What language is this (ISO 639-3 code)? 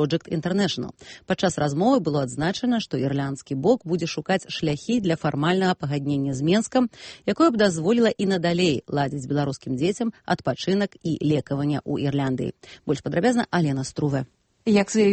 bel